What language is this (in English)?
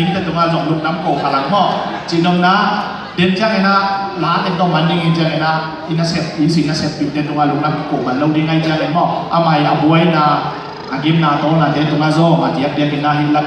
Tedim Chin